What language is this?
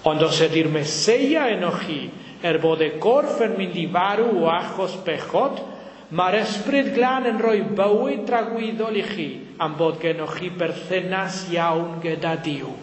Welsh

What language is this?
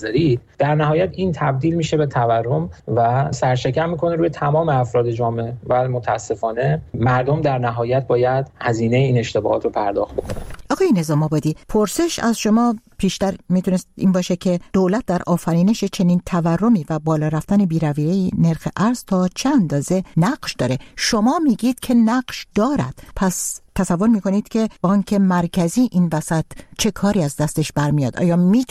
Persian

